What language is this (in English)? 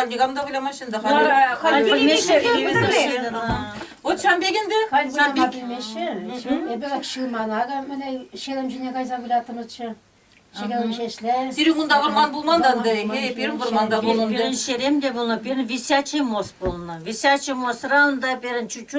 Chuvash